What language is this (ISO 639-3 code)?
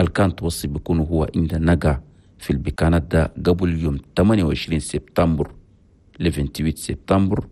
shu